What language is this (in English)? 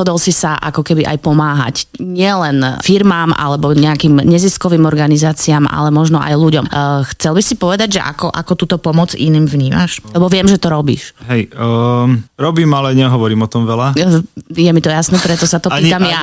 Slovak